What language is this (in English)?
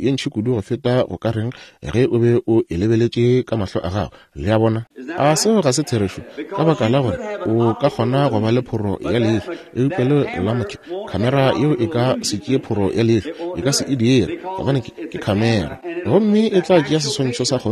Northern Sotho